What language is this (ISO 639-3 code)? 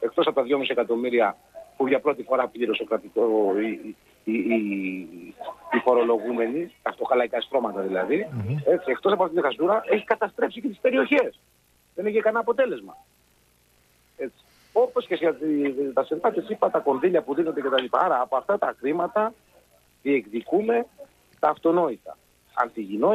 ell